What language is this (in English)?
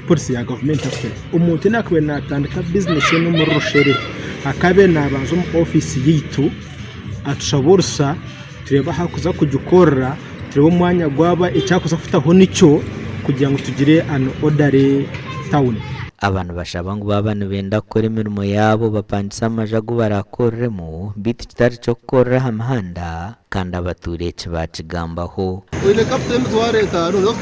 Nyankole